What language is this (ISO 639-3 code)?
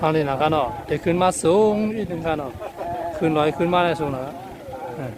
shn